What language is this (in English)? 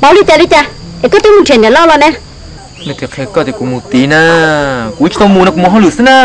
Hmong